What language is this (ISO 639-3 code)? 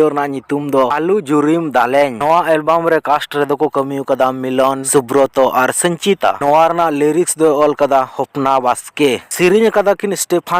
sat